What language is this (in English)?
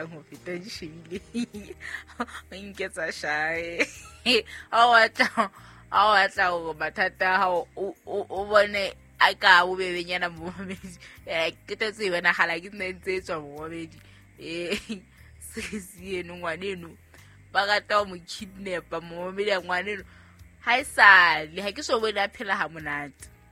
Southern Sotho